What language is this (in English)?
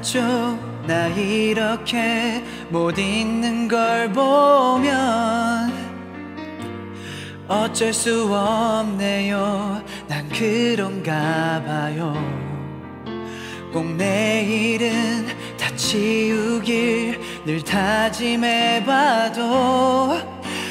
Korean